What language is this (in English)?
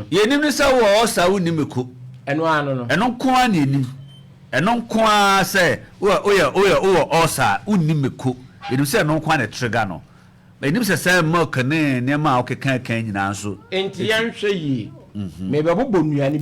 Akan